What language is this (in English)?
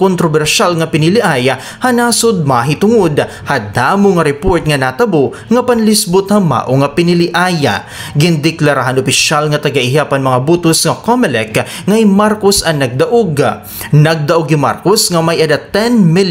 Waray